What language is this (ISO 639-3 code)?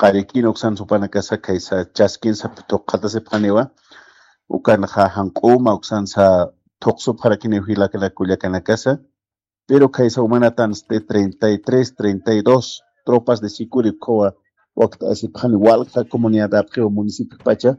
aym